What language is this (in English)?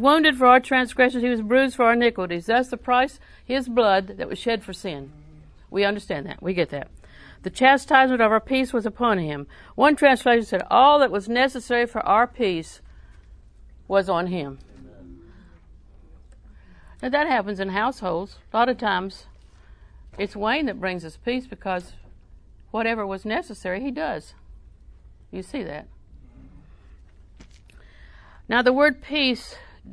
English